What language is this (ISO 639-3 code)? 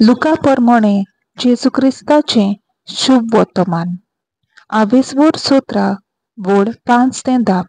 kok